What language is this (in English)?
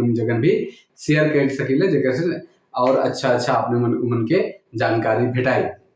Sadri